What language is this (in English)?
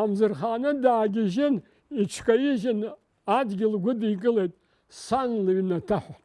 Abkhazian